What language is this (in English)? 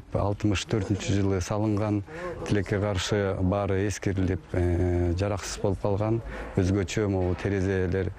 Kyrgyz